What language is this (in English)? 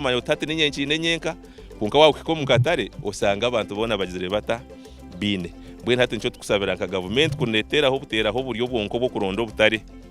Nyankole